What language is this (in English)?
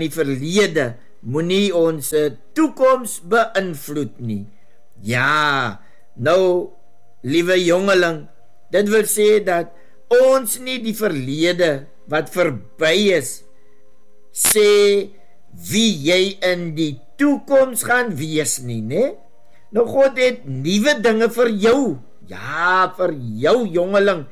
Afrikaans